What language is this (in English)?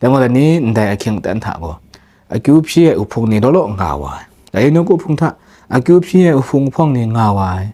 Kachin